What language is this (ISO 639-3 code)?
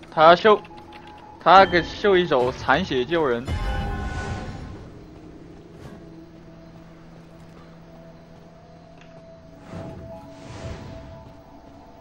zho